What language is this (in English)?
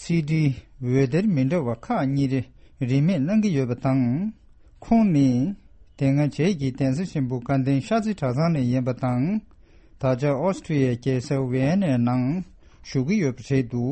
Tibetan